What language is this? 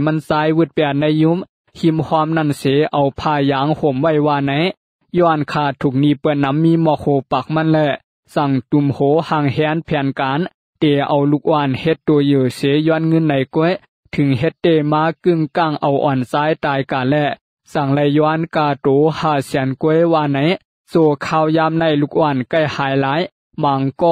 Shan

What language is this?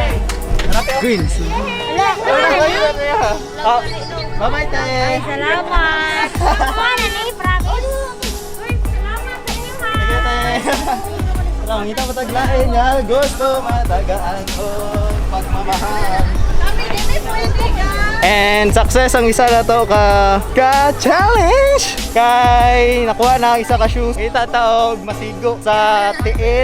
Cebuano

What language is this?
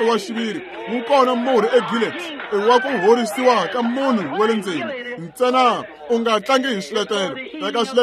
Tsonga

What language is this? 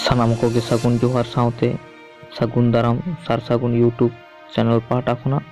Santali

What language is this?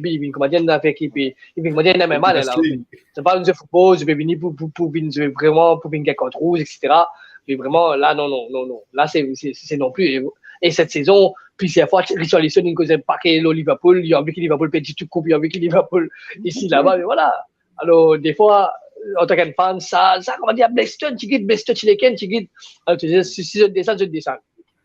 Morisyen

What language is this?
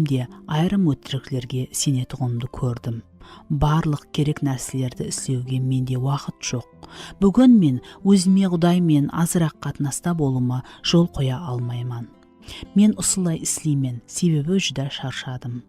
Kara-Kalpak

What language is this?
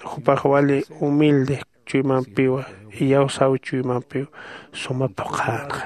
Aymara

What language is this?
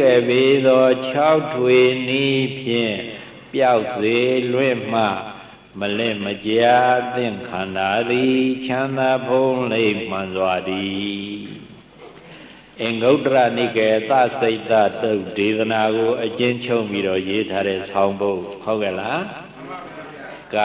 Burmese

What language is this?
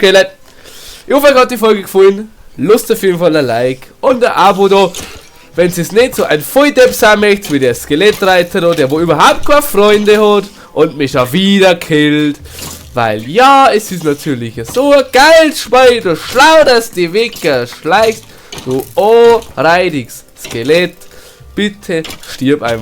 Bavarian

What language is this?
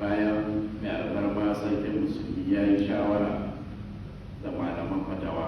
Hausa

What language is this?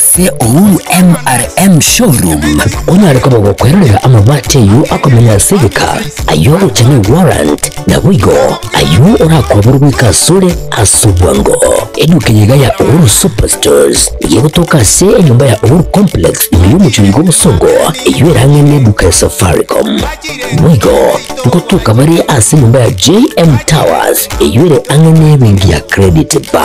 Gusii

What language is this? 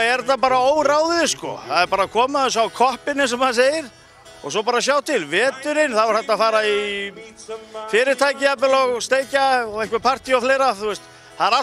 Icelandic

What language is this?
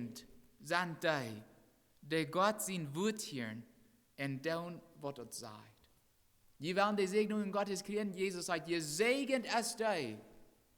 Plautdietsch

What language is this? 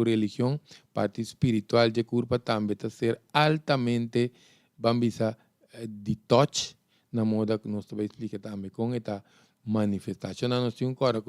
Papiamento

